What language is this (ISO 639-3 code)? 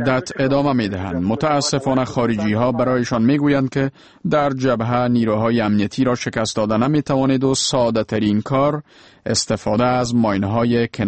fas